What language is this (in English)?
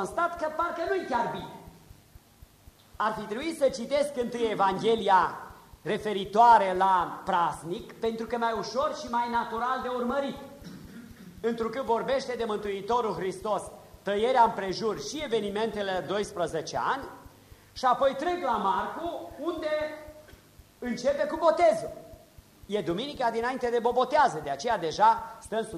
Romanian